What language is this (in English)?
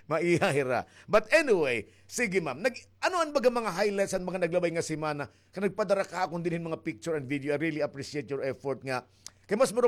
Waray